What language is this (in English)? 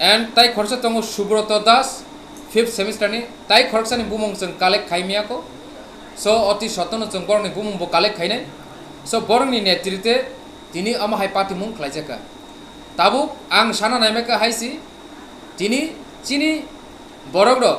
Kok Borok